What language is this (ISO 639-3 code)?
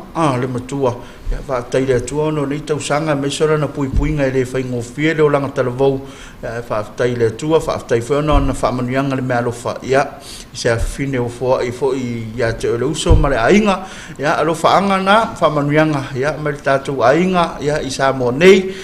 smo